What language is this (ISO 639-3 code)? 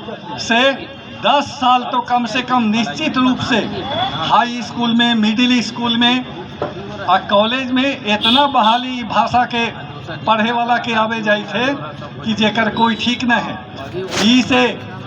mag